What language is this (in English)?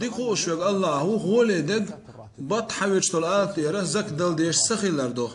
Chechen